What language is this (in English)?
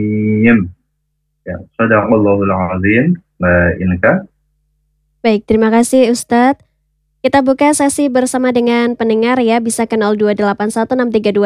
Indonesian